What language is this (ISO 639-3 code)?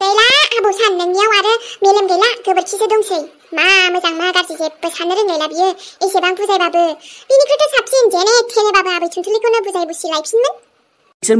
brx